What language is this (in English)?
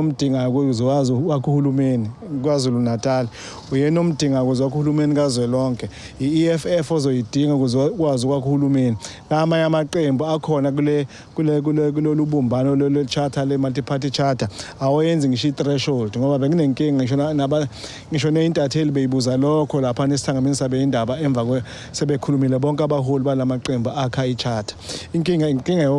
Zulu